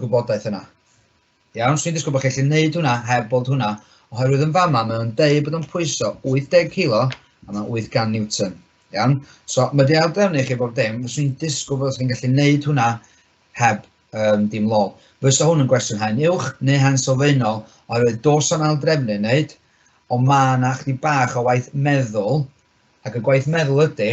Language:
Welsh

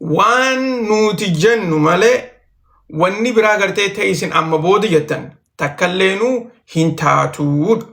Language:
Oromo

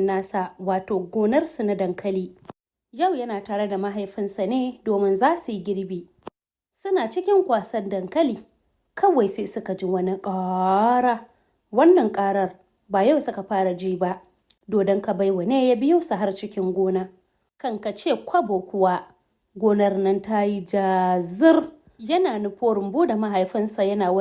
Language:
Hausa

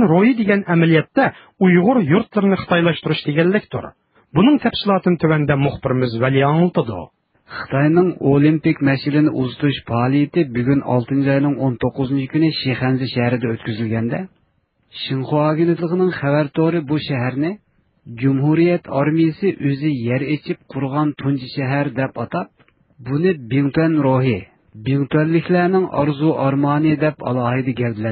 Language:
Uyghur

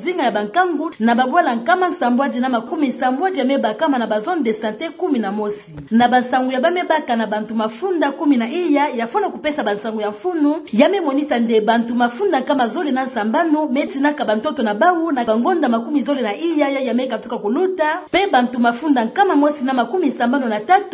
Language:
Kituba (Democratic Republic of Congo)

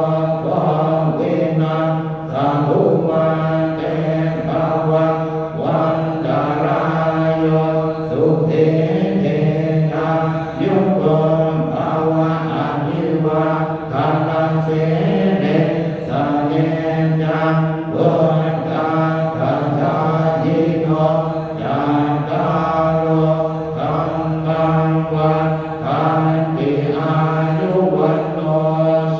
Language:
Pali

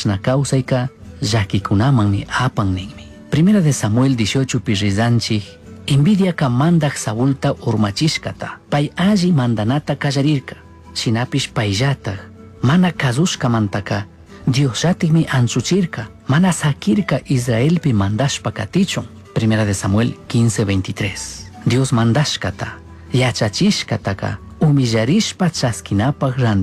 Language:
Chimborazo Highland Quichua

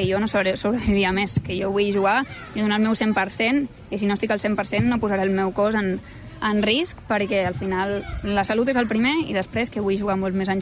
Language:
Catalan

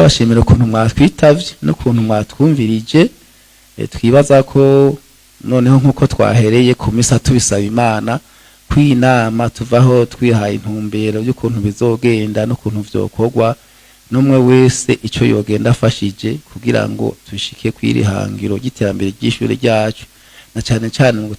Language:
Rundi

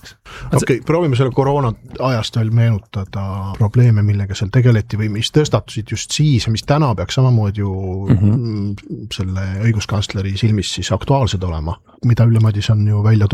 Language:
Estonian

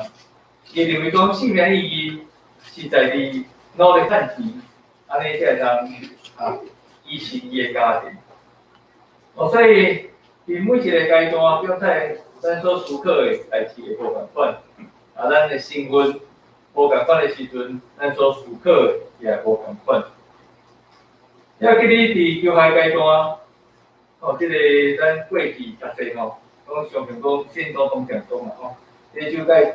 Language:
Min Nan Chinese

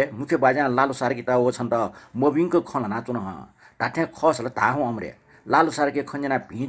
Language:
Newari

